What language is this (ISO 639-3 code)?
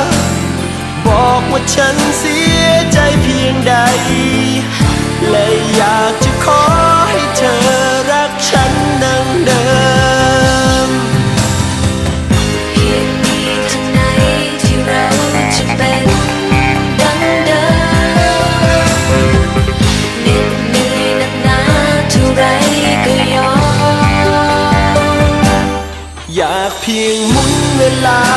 tha